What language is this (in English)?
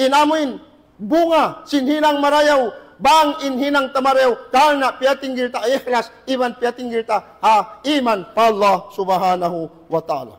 Tausug